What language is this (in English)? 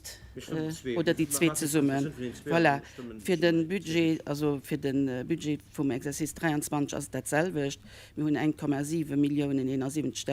Luxembourgish